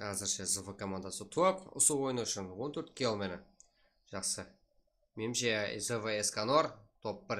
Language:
Kara-Kalpak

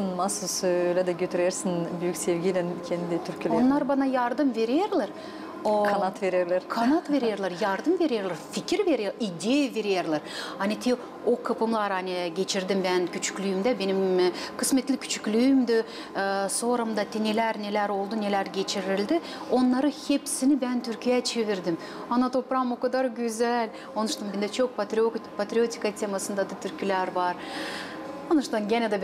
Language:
Gagauz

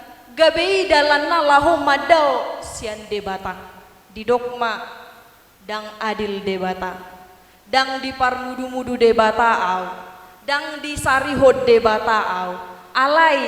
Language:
Batak Toba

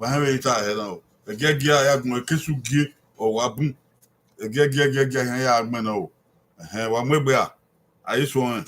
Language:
Bini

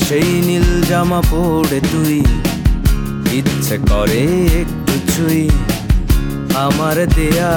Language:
Bangla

